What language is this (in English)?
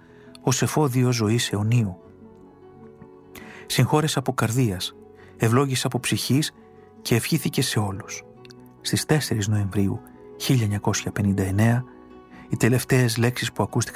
Greek